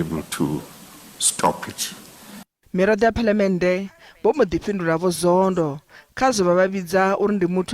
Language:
Venda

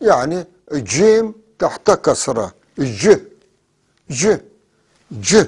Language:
North Levantine Arabic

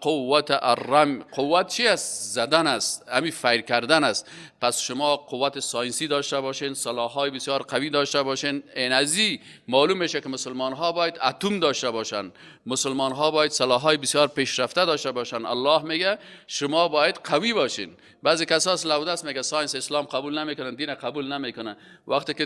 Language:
Persian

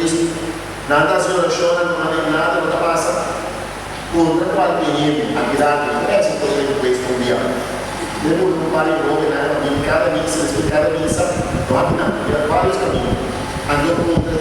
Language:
Papiamento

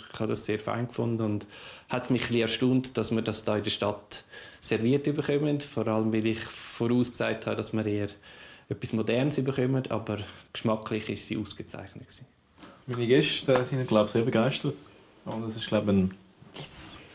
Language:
Swiss German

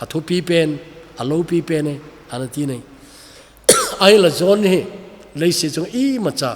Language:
Thado Chin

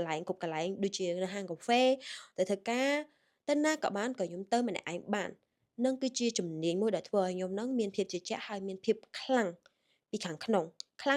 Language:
Khmer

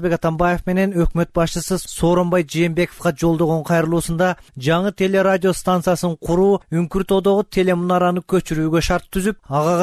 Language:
Kyrgyz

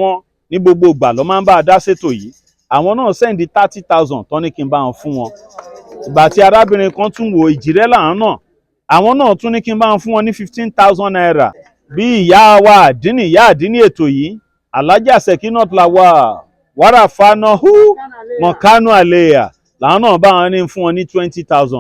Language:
Yoruba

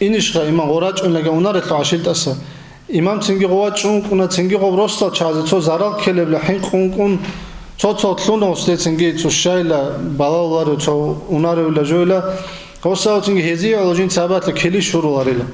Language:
Avaric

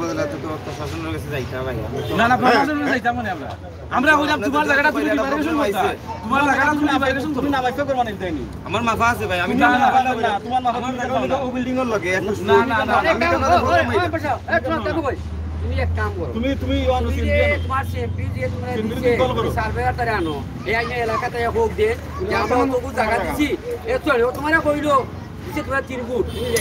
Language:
Sylheti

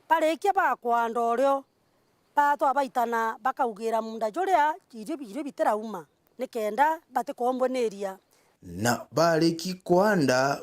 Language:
Meru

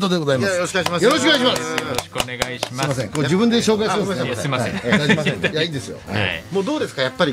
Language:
Japanese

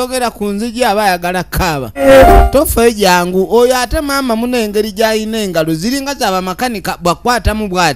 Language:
Ganda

